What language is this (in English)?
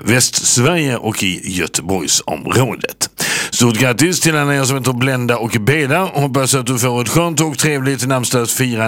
Swedish